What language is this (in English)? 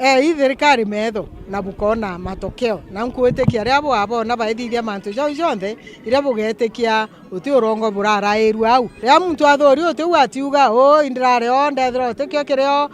Meru